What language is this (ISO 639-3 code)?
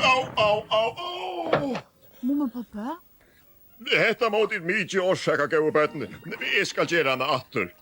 fao